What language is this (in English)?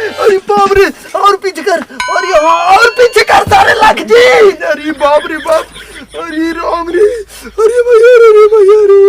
Awadhi